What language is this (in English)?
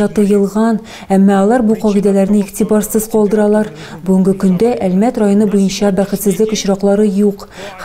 Tatar